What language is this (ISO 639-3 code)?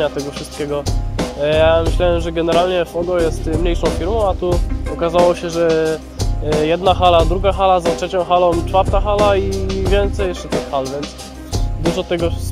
pol